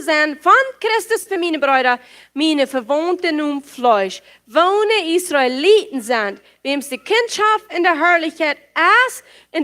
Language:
Plautdietsch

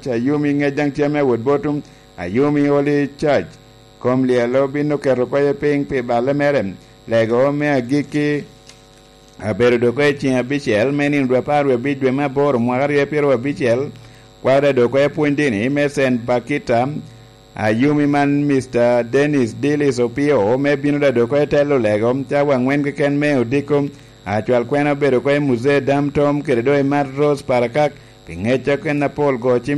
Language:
Lango (Uganda)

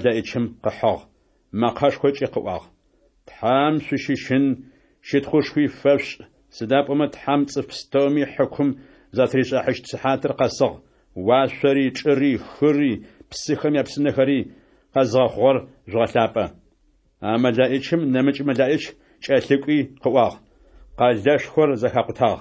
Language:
Adyghe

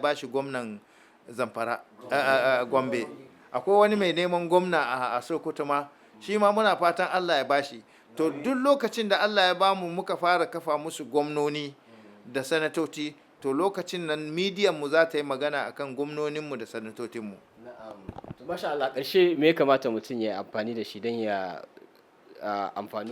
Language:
Hausa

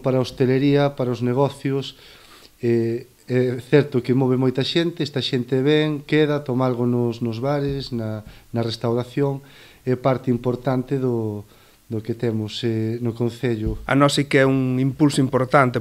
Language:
Galician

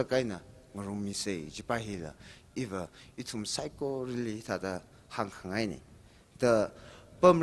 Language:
Tangkhul Naga (India)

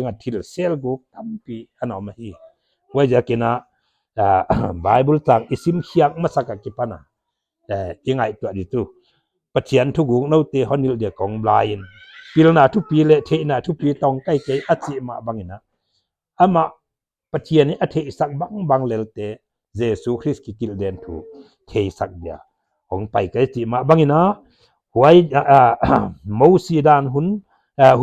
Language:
Paite Chin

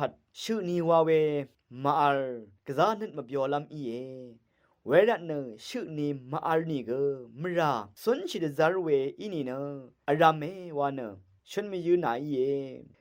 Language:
Rawang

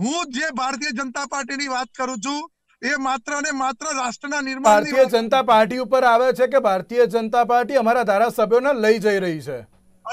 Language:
Gujarati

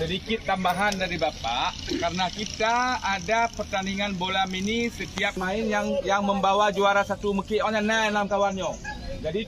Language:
Achinese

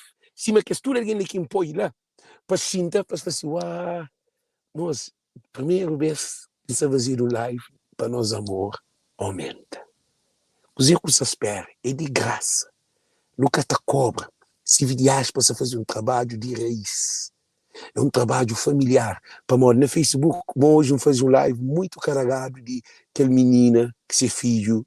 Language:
Kabuverdianu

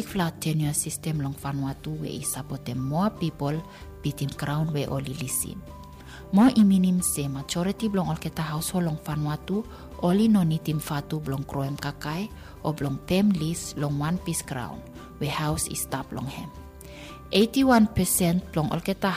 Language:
Bislama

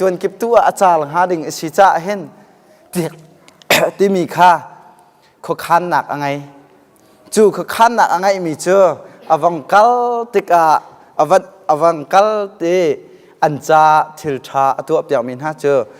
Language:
Hakha Chin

